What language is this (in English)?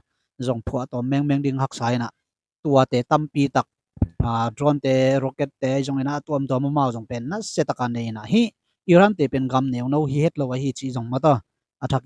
Tedim Chin